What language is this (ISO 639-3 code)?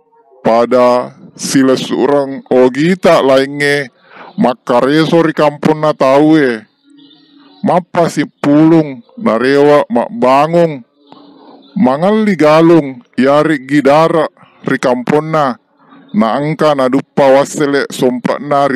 bug